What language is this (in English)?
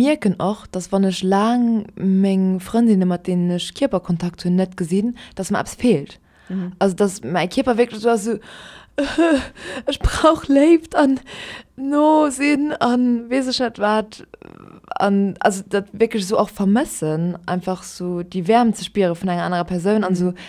Luxembourgish